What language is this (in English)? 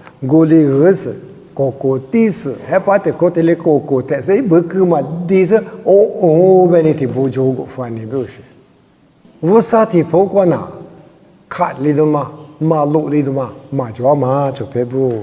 Lisu